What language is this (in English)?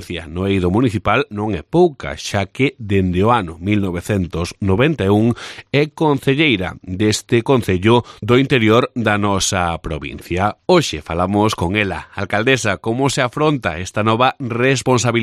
Galician